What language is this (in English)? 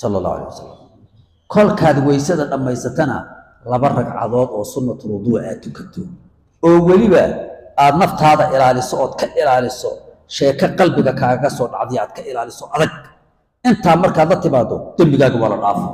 Somali